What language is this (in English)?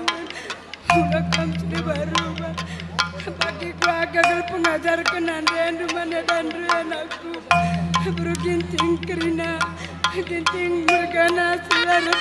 Batak Karo